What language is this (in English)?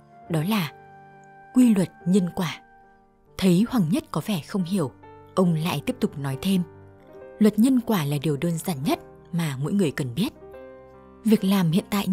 Vietnamese